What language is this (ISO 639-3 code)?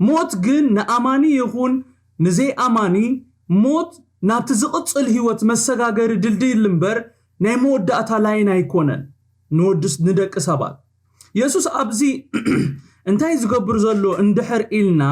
tir